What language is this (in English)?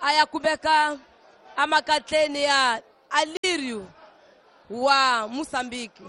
Tsonga